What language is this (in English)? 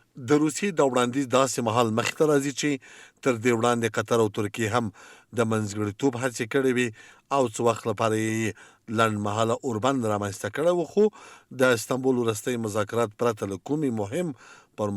Pashto